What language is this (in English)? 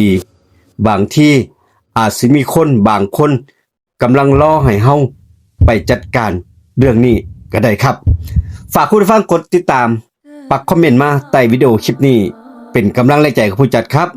Northeastern Thai